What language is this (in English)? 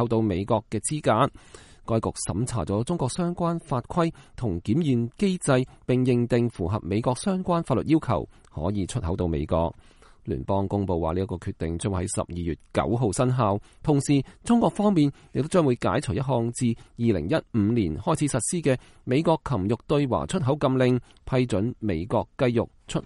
Cantonese